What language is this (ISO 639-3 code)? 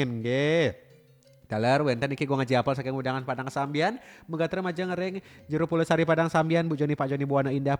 ban